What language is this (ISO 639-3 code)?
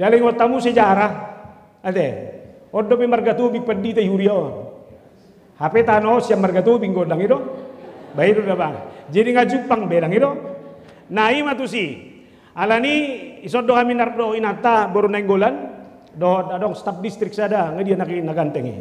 bbc